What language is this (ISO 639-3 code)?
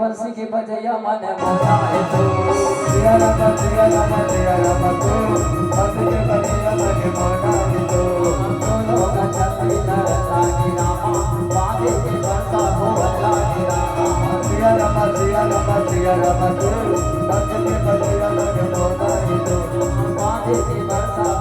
hne